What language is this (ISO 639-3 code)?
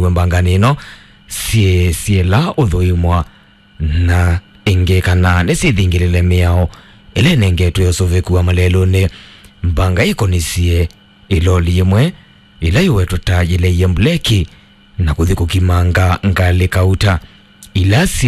kam